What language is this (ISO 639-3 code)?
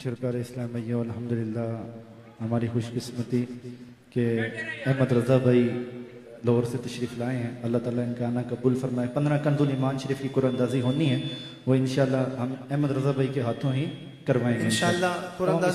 urd